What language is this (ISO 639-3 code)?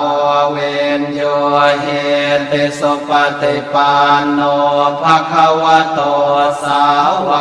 pli